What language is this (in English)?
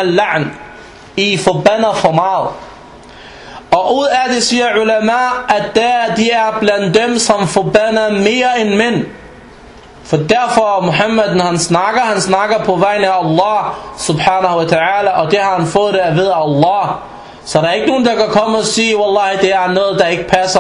Danish